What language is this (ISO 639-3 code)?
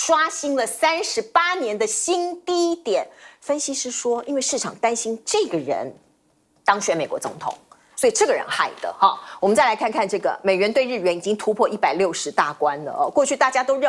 zho